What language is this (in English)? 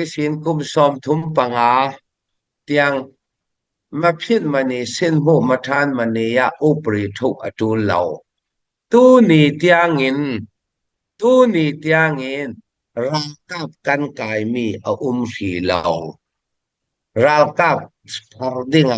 Falam Chin